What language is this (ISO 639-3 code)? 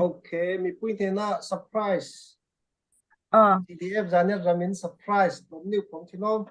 cfm